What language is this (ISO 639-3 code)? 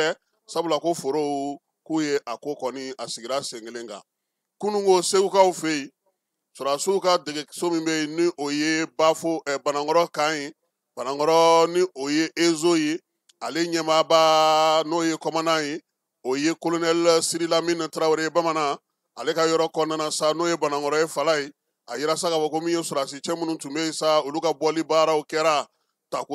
bam